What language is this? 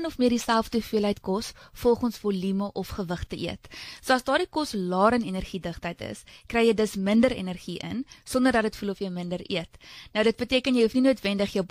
Afrikaans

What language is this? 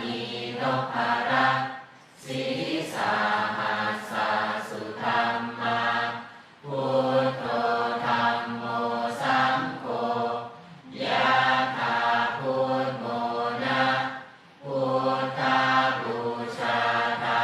Pali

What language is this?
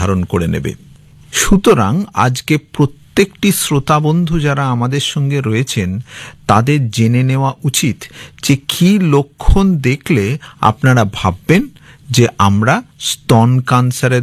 Bangla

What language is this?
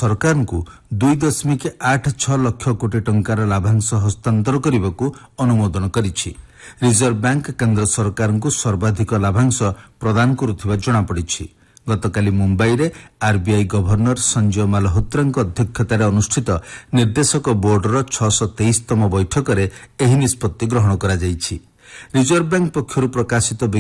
Odia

